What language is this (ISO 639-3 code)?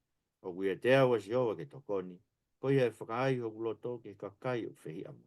ton